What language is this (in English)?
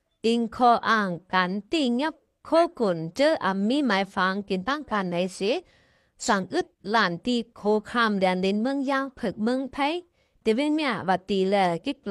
Shan